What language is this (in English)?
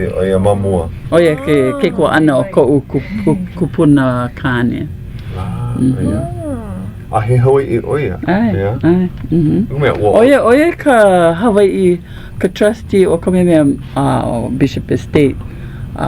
Hawaiian